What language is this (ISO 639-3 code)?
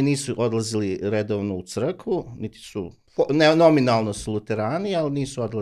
srp